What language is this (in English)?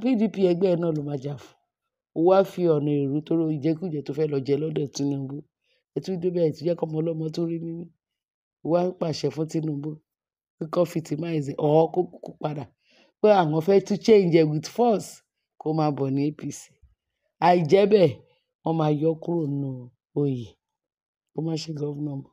Yoruba